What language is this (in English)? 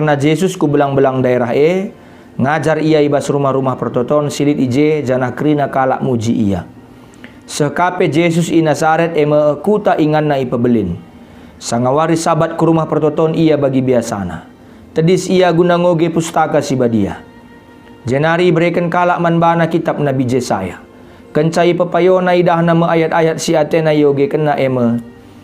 Batak Karo